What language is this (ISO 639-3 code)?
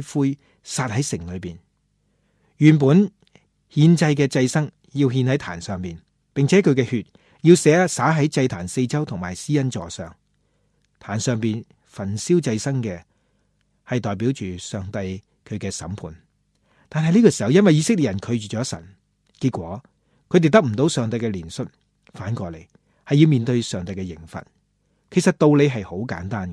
yue